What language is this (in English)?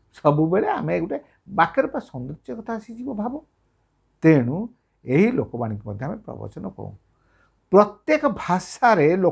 Odia